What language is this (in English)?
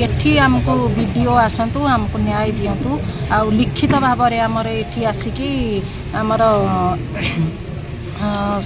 Odia